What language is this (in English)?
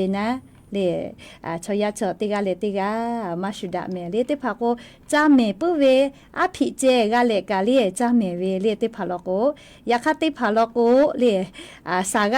Lahu